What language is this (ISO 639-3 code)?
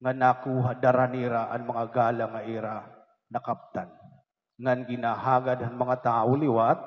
war